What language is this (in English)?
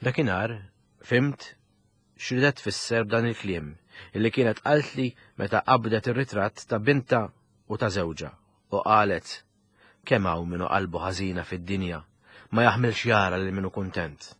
Maltese